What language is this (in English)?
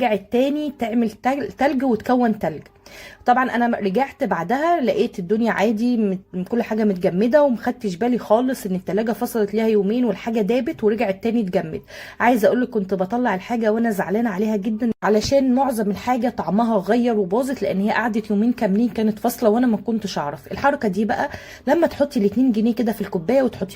Egyptian Arabic